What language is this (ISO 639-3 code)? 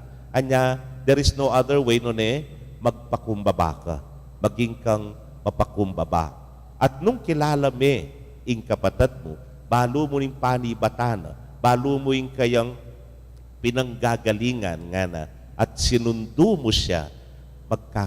pam